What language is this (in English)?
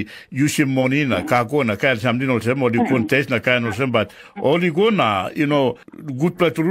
Tok Pisin